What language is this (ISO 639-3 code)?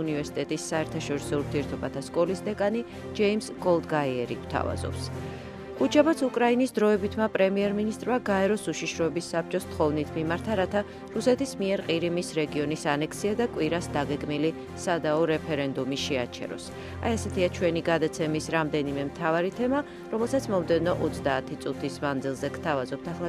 kat